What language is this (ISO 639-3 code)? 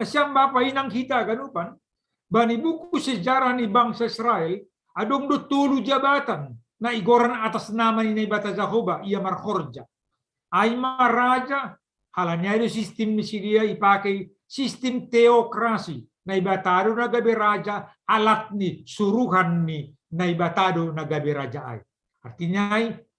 bts